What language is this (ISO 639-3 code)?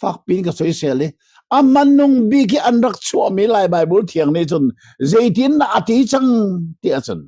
cnh